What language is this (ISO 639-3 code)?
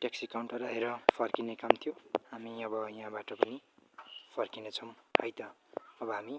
nep